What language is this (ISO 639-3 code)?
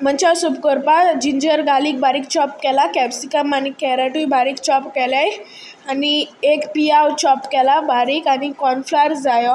kok